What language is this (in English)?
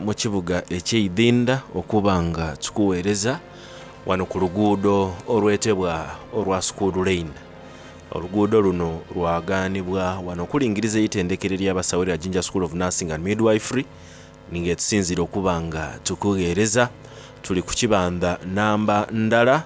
Soga